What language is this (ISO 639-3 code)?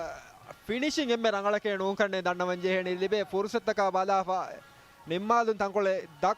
div